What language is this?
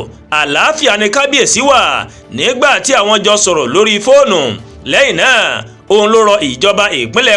Yoruba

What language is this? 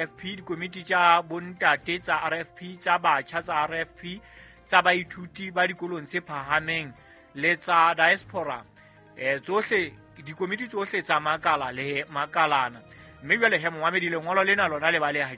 Southern Sotho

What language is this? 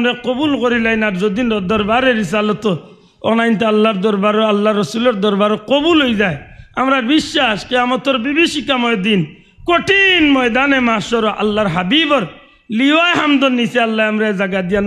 Sylheti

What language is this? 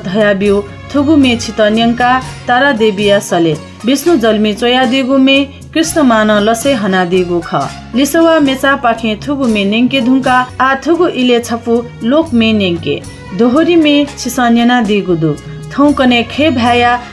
Newari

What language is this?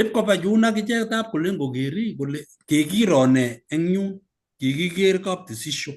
Kalenjin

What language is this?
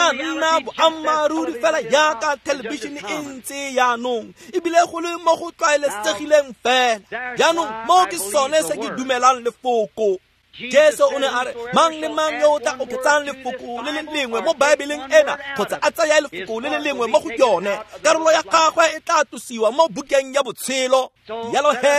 Tswana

